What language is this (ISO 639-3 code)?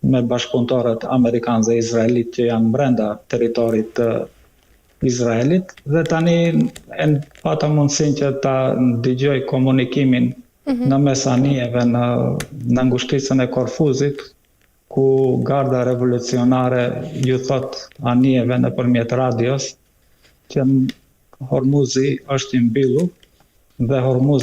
sqi